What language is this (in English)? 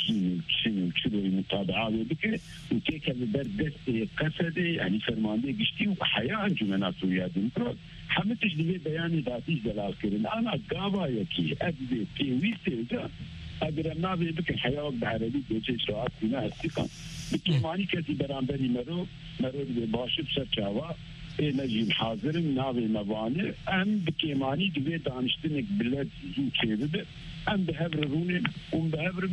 Kurdish